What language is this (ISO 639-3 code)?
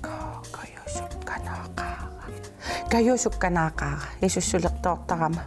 kal